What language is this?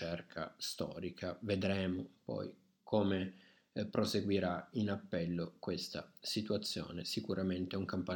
Italian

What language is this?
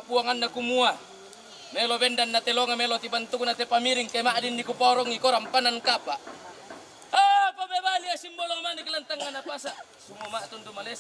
Toraja-Sa'dan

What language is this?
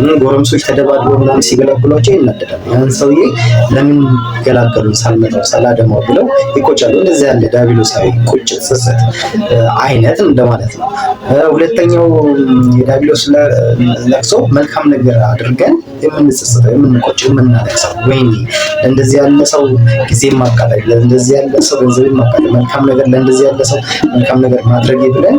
Amharic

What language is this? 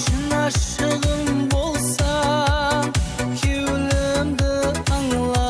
Kara-Kalpak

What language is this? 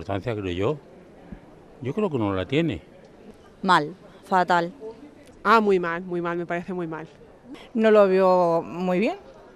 Spanish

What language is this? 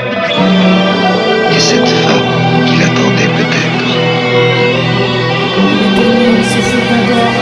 French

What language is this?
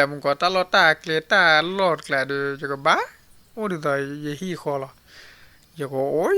S'gaw Karen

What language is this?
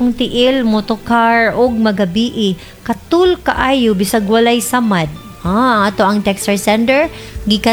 Cebuano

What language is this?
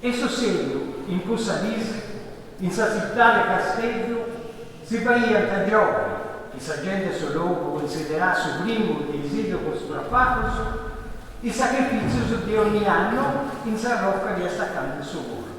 Sardinian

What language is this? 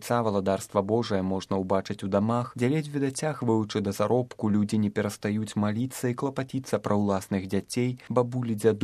Belarusian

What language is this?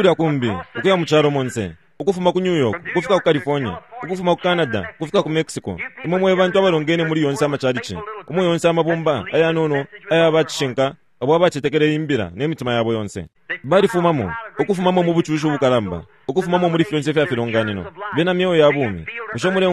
Bemba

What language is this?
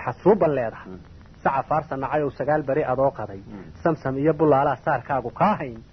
Somali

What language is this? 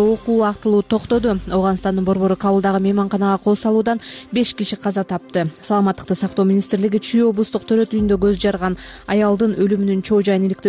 Kyrgyz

